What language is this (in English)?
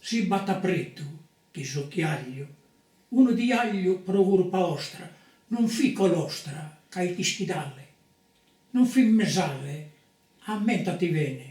Sardinian